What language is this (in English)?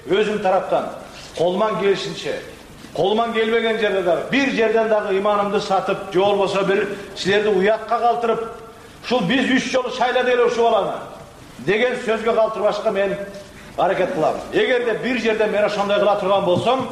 Kyrgyz